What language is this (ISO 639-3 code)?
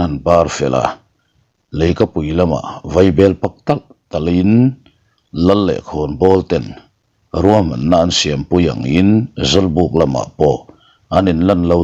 lus